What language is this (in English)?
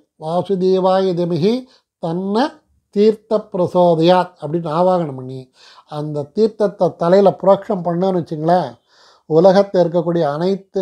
Tamil